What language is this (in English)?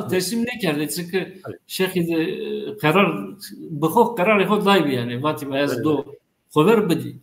Zaza